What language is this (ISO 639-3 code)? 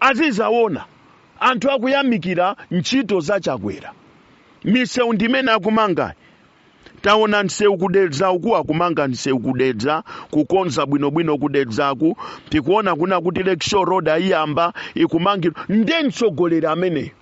nya